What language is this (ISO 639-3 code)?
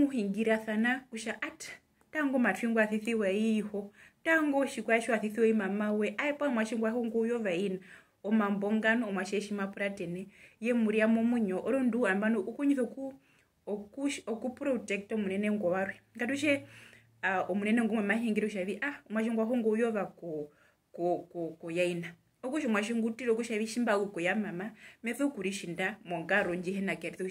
her